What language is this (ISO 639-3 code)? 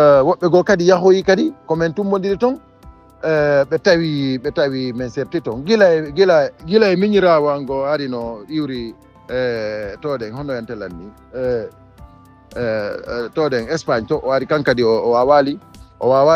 ful